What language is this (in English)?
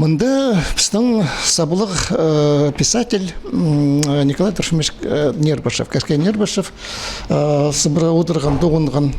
Khakas